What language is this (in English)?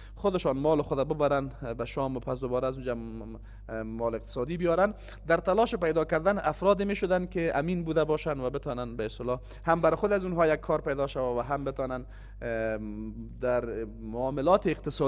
Persian